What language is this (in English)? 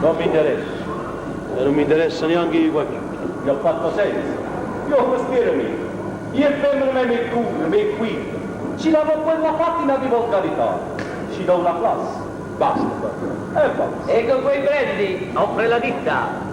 Neapolitan